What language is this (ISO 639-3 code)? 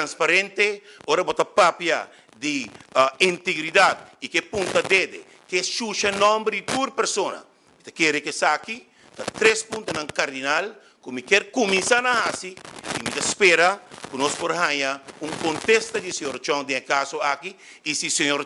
pap